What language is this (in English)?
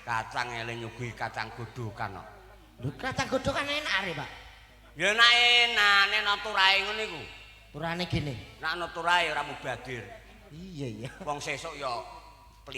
Javanese